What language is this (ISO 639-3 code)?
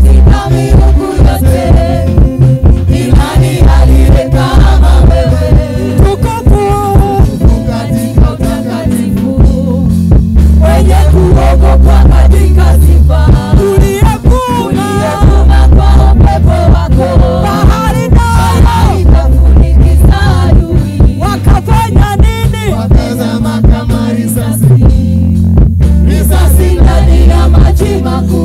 swa